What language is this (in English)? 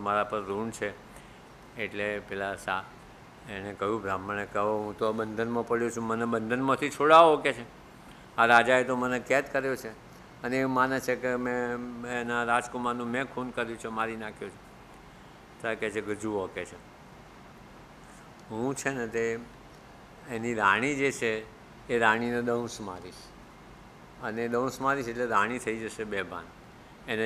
Gujarati